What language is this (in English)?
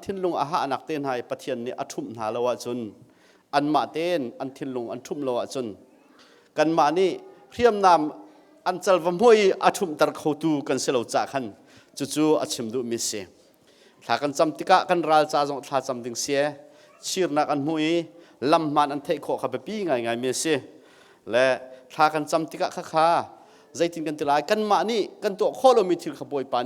Hakha Chin